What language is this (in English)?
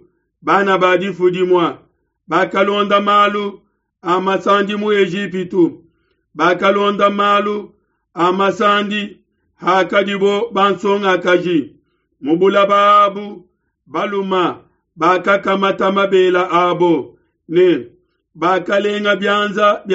Luba-Lulua